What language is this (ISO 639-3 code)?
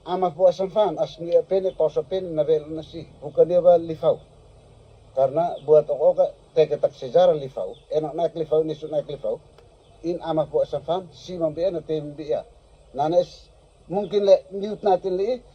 tet